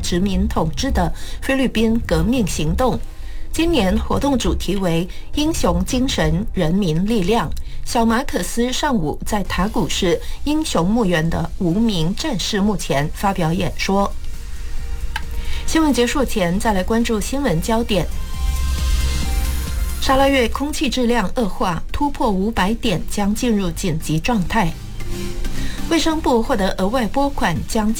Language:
Chinese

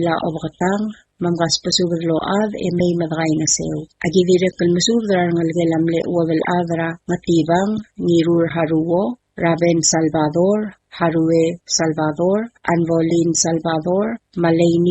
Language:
Palauan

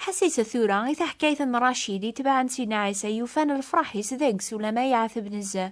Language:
Kabyle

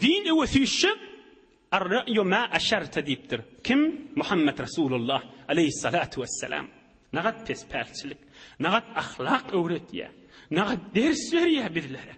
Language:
Turkmen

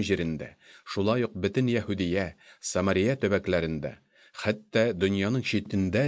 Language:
Tatar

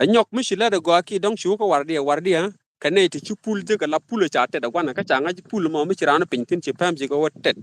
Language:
Nuer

